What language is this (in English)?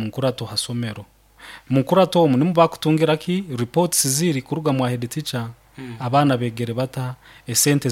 Nyankole